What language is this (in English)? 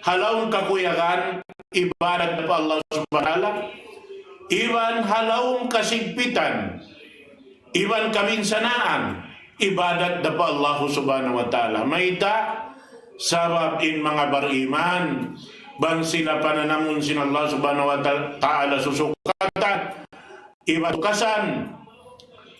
Tausug